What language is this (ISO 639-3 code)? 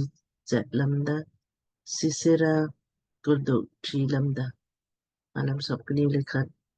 lmk